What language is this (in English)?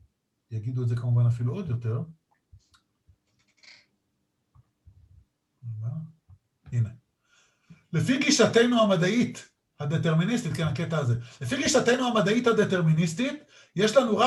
Hebrew